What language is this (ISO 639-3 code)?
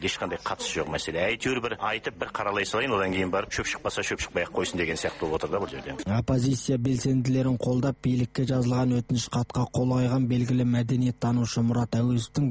kaz